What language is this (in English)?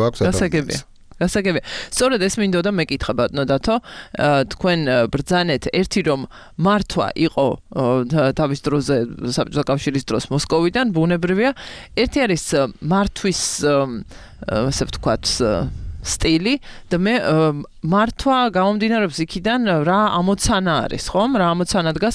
Georgian